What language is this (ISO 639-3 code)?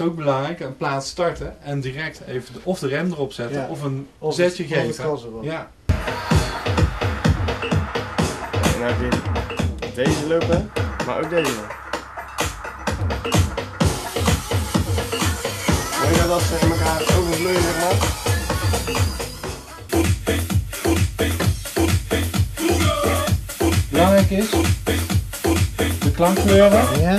nld